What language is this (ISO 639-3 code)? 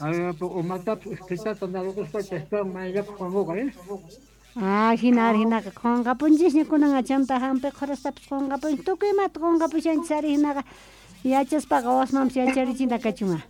quh